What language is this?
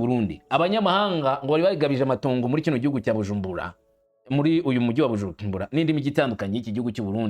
Rundi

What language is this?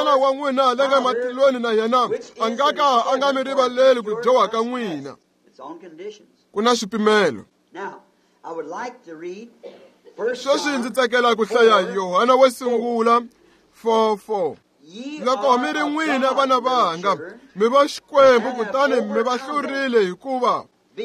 Tsonga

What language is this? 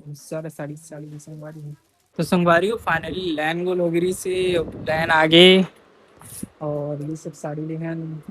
Chhattisgarhi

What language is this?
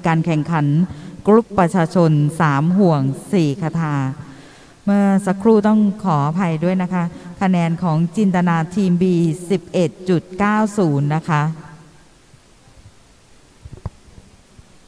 Thai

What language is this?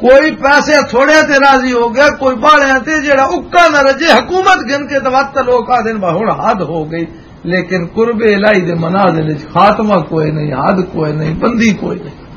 Western Panjabi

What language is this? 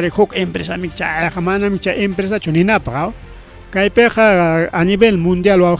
Ayacucho Quechua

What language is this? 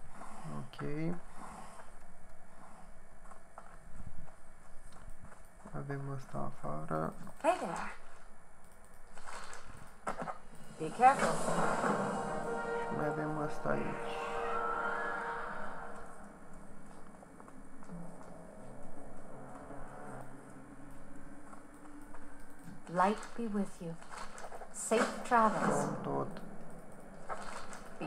Romanian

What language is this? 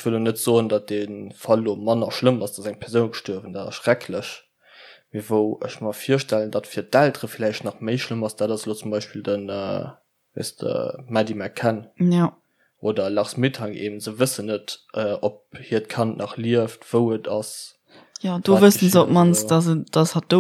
Luxembourgish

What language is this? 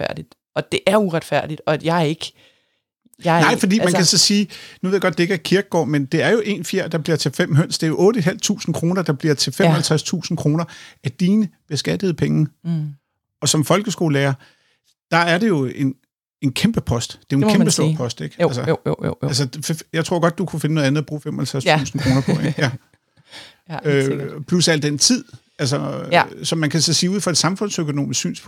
Danish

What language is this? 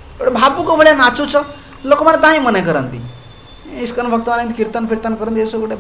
Odia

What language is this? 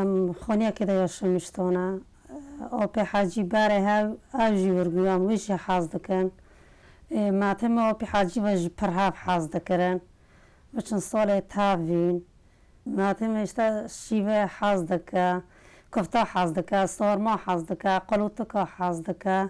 Kurdish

